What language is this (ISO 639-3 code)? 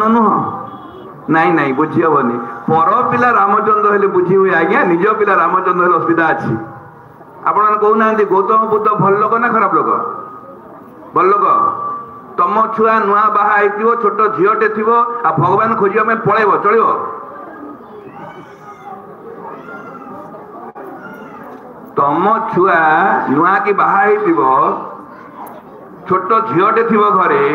ori